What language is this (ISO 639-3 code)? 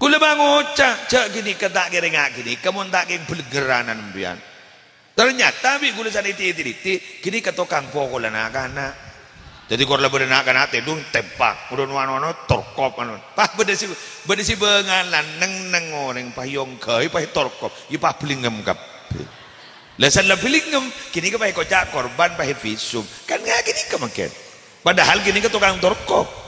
mad